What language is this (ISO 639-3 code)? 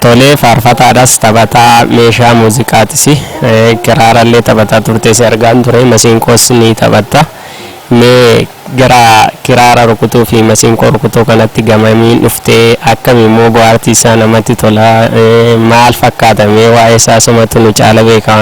orm